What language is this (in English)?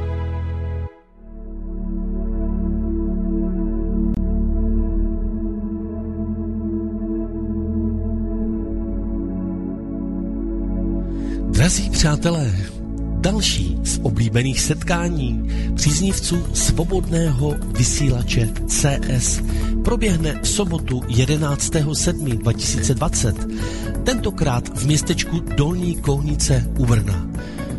Czech